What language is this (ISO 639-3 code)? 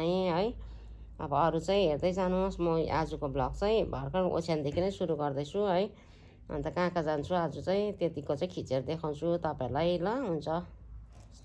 nep